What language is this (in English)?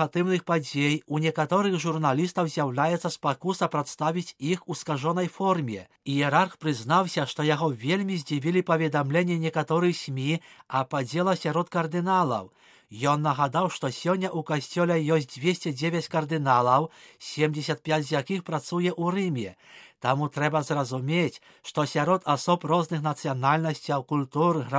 Belarusian